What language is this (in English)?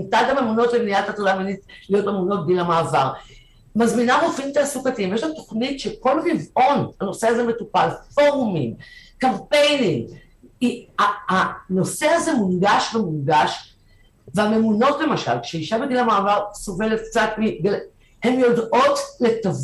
Hebrew